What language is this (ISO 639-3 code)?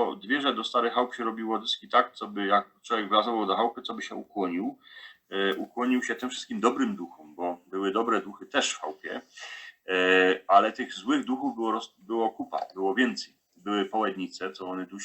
szl